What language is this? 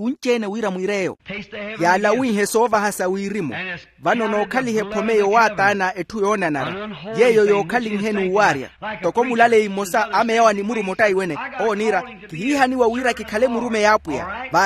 Makhuwa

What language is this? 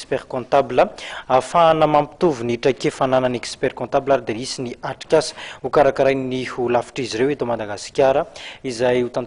Malagasy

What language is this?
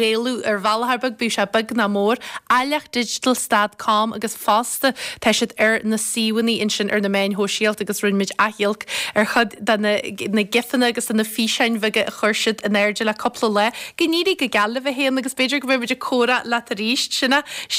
Irish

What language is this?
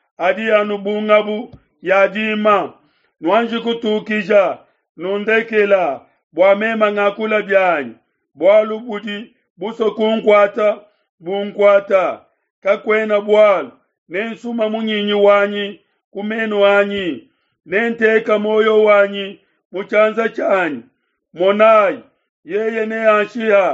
Luba-Lulua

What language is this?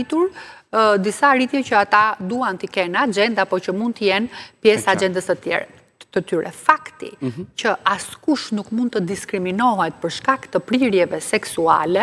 Albanian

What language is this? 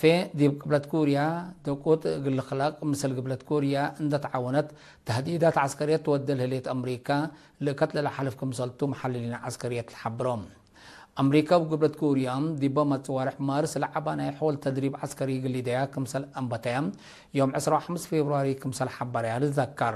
Tigre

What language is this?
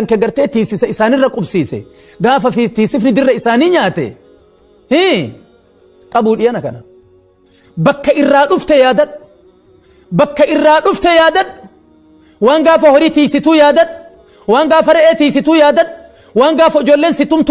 Oromo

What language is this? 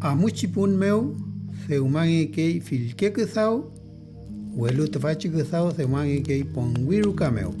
Mapuche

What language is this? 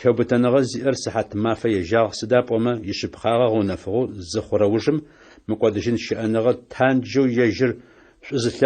Adyghe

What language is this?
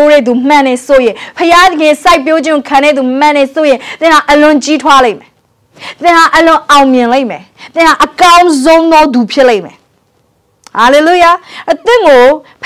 Burmese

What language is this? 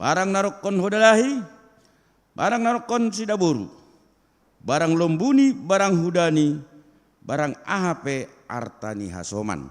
Batak Simalungun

